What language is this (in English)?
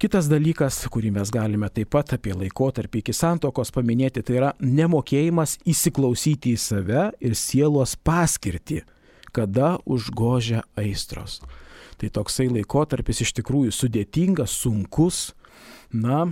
Lithuanian